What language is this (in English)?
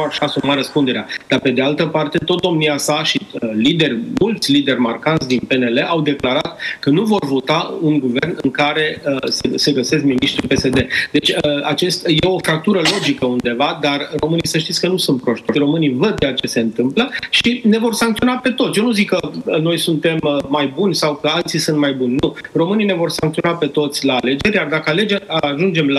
Romanian